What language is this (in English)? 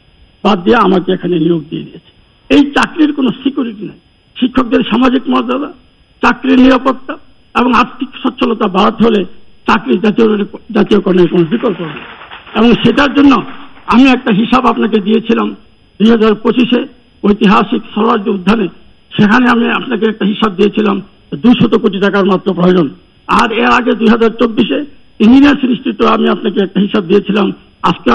Bangla